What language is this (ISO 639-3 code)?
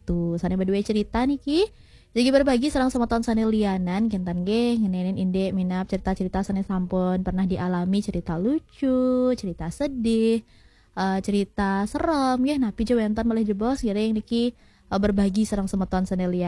ban